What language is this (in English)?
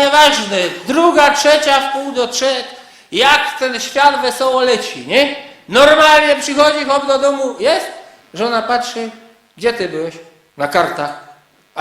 Silesian